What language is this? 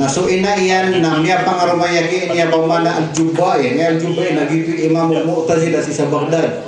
Maranao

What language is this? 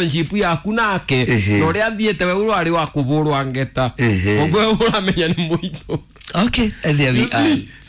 Kikuyu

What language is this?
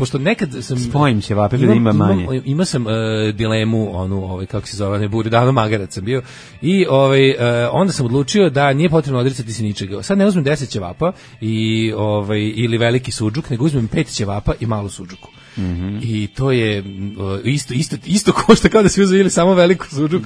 Serbian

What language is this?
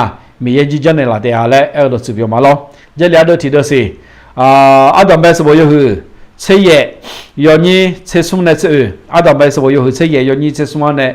Akha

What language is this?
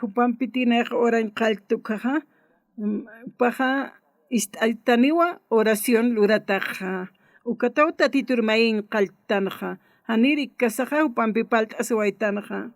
Aymara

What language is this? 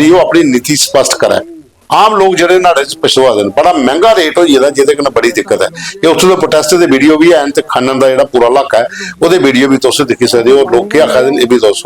Dogri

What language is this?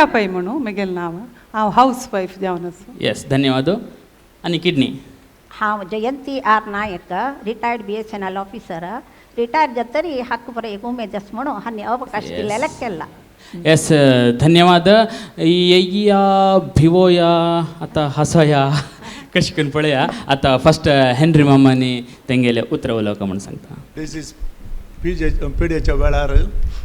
Konkani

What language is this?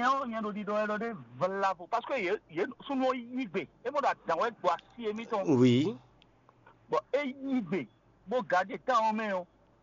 Fon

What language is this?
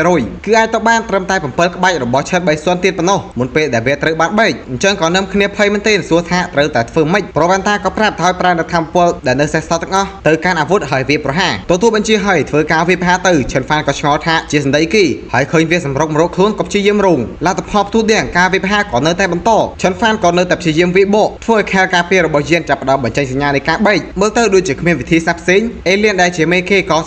Khmer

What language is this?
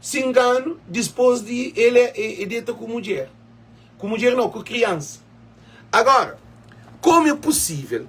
Kabuverdianu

